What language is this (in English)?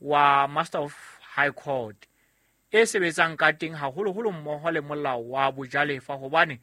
Southern Sotho